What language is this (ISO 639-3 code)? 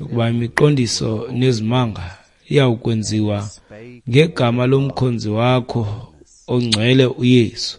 xho